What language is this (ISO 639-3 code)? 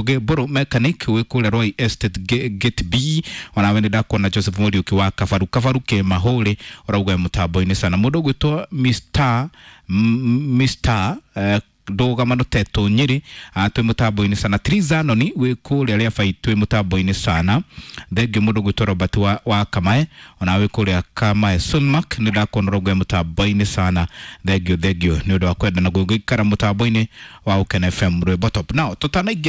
kik